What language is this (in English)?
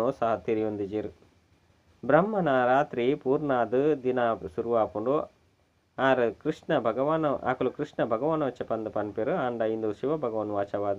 Tulu